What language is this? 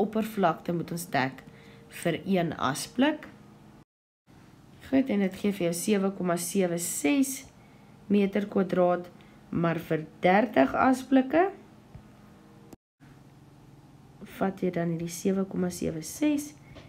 Afrikaans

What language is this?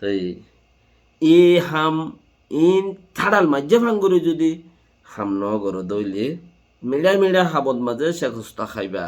Rohingya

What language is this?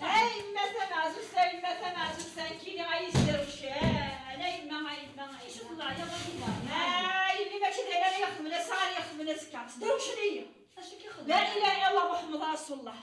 Kabyle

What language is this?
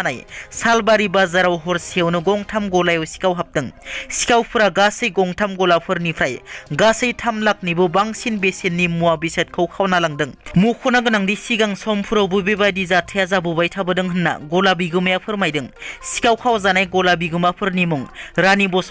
Bodo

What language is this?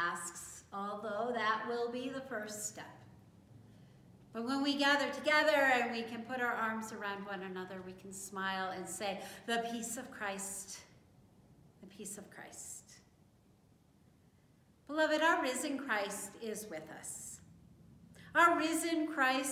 English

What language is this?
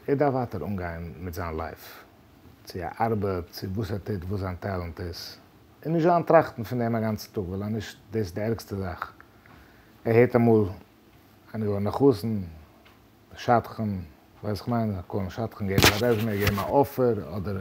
Yiddish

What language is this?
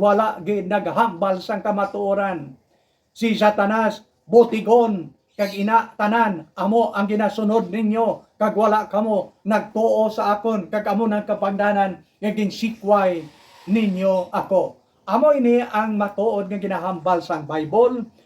Hiligaynon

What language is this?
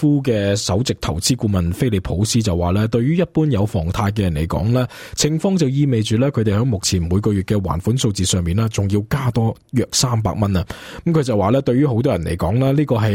Cantonese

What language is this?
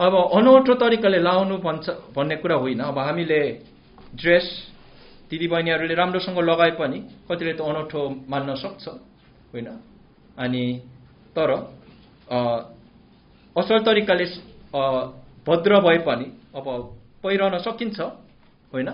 Nepali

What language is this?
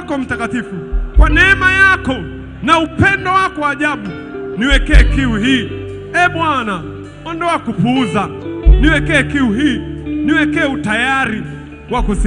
Swahili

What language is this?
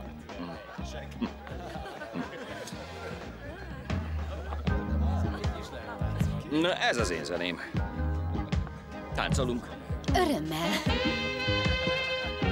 Hungarian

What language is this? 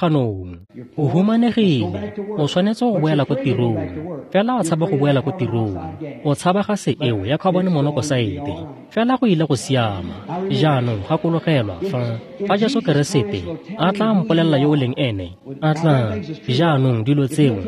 Tswana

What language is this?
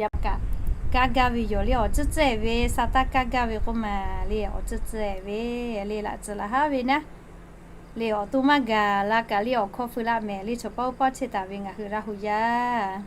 Lahu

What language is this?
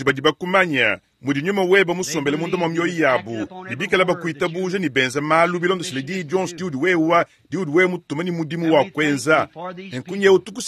Luba-Lulua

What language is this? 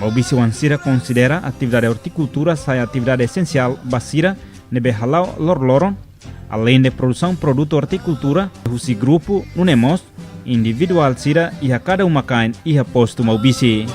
Tetum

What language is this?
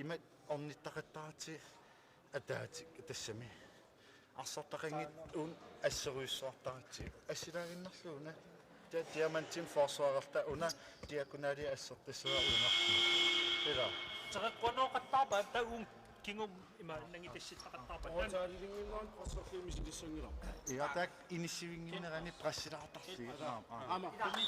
Kalaallisut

